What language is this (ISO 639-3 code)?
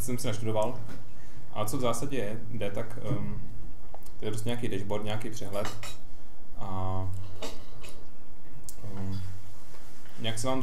ces